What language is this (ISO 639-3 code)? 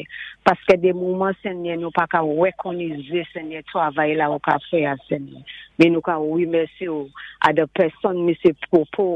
acf